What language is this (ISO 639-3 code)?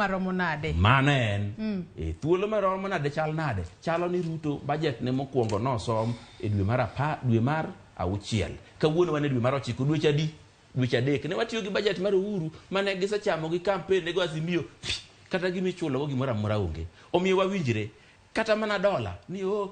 luo